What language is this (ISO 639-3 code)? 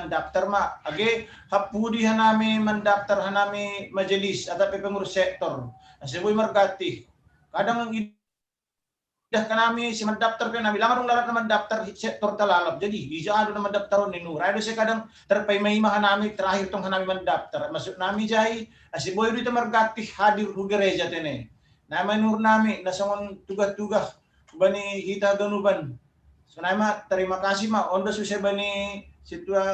bts